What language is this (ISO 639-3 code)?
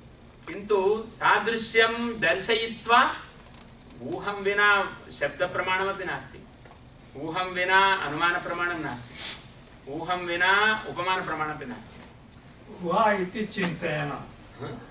san